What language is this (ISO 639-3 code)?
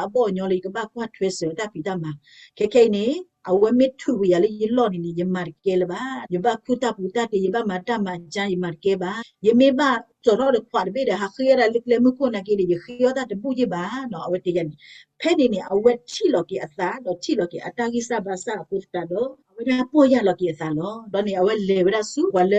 ksw